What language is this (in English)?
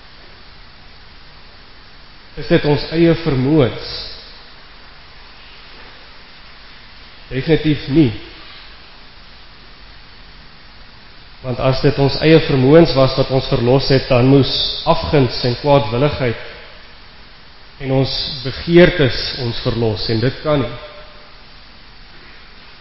Afrikaans